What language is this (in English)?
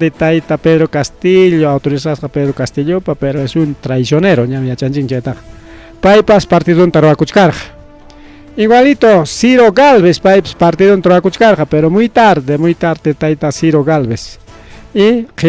Ayacucho Quechua